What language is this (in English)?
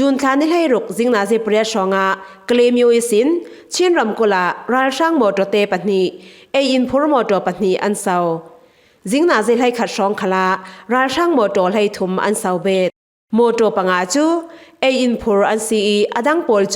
Falam Chin